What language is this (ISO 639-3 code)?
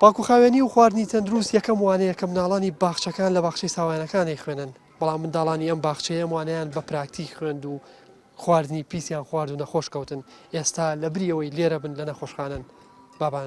ckb